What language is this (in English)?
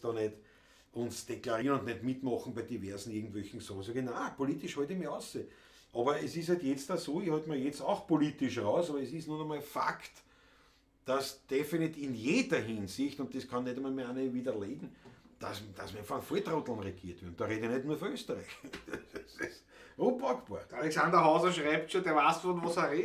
Bavarian